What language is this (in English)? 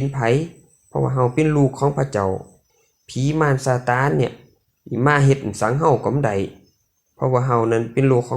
Lü